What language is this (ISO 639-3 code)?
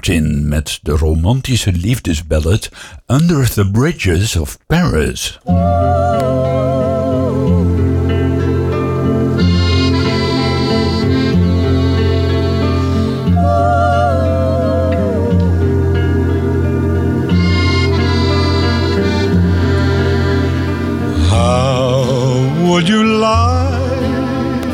nld